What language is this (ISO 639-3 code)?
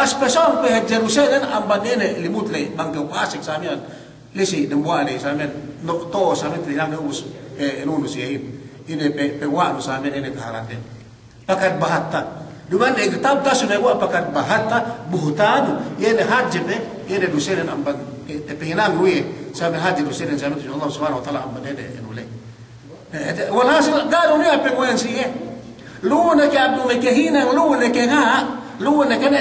yka